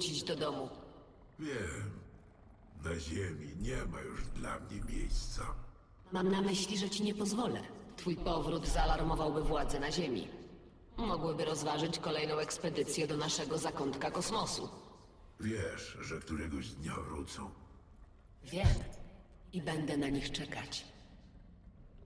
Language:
Polish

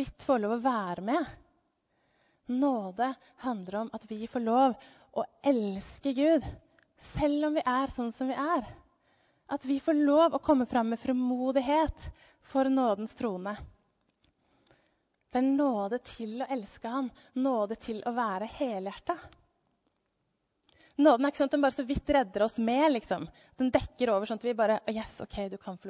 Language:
Norwegian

